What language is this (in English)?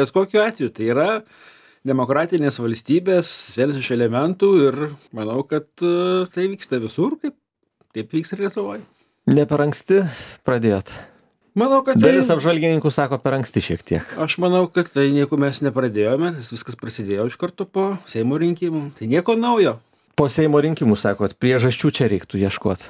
Lithuanian